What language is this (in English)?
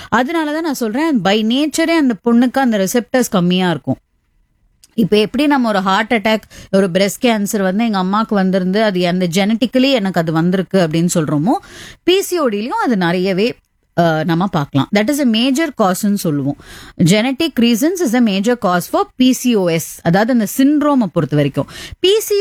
Tamil